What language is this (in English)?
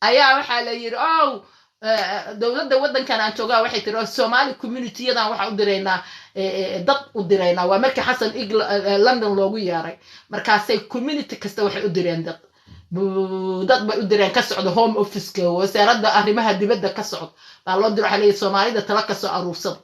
Somali